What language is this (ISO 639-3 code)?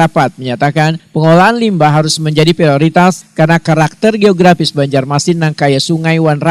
bjn